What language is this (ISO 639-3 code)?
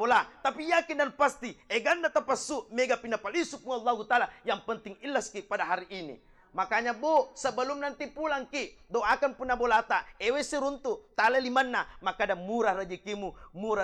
bug